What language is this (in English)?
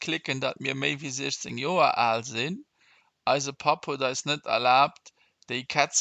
Luxembourgish